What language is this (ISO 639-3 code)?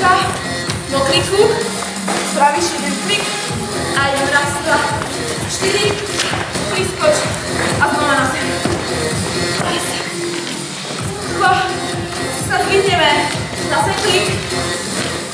slk